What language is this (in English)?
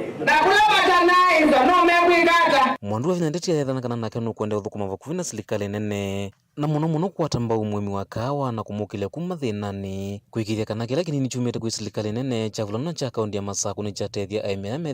Kamba